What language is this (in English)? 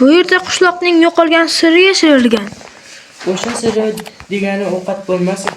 Uzbek